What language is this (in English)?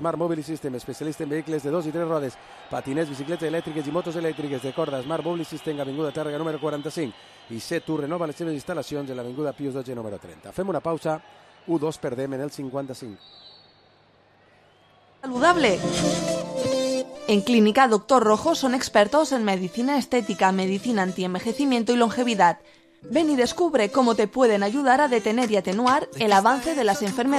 Catalan